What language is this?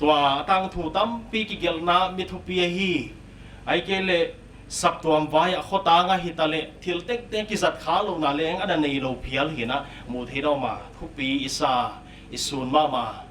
Paite Chin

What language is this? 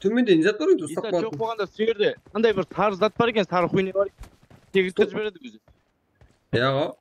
Kara-Kalpak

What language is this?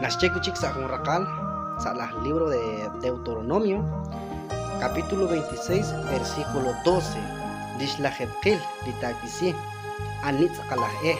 Kekchí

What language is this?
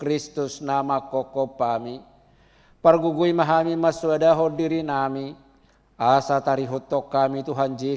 Batak Toba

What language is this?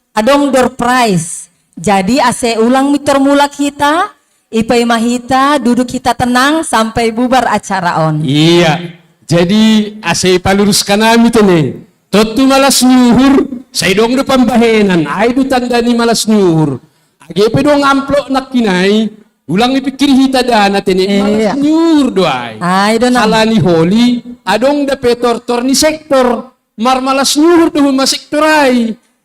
Batak Simalungun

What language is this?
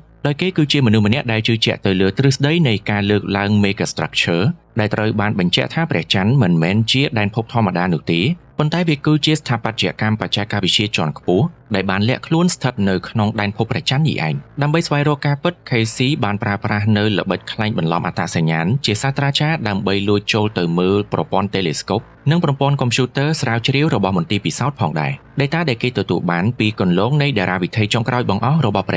Khmer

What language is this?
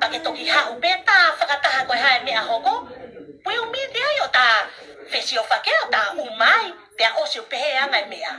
Tongan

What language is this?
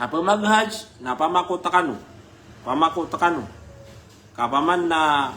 Maranao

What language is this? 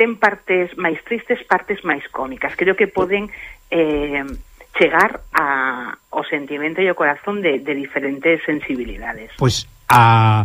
Galician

